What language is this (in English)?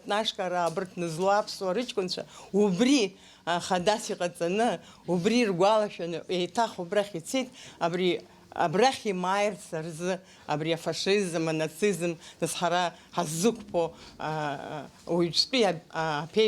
Abkhazian